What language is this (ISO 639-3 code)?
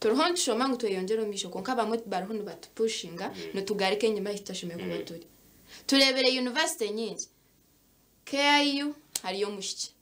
nyn